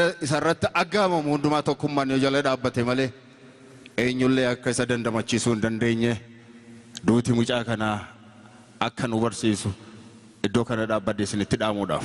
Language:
Oromo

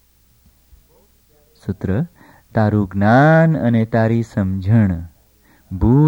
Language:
Gujarati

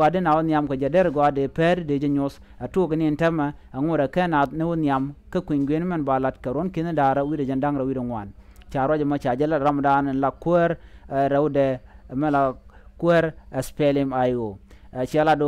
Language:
Nuer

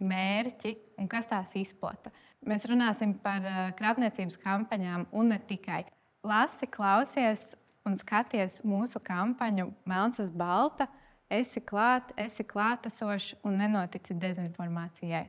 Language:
Latvian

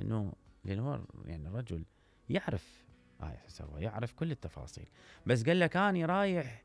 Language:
Mesopotamian Arabic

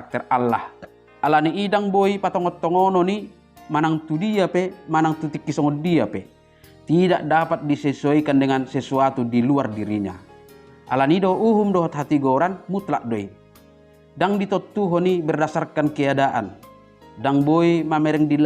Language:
Batak Toba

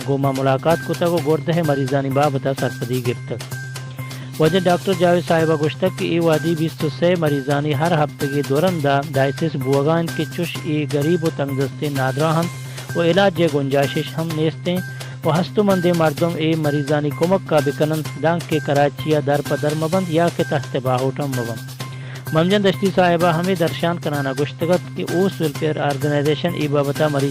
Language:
Baluchi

